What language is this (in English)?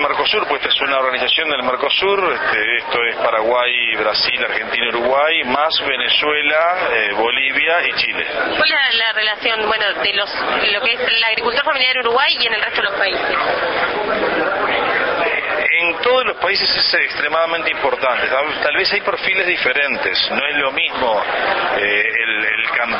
Spanish